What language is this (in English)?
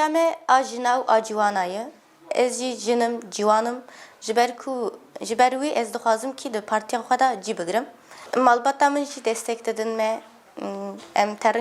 Kurdish